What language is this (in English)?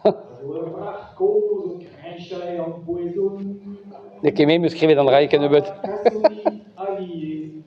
Breton